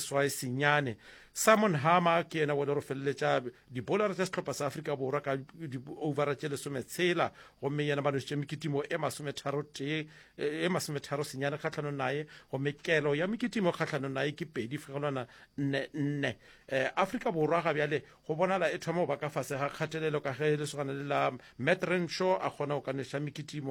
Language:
Northern Sotho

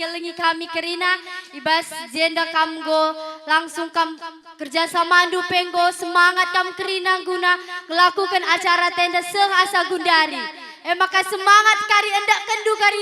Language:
Batak Karo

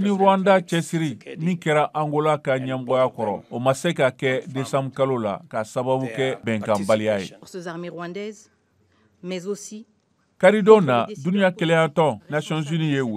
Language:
Bambara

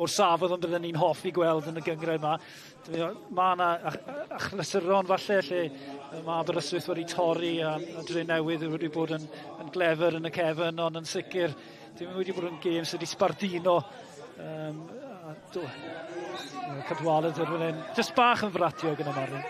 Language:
Welsh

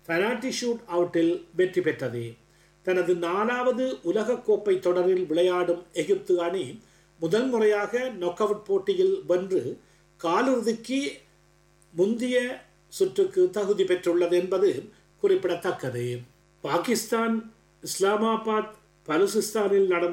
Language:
Tamil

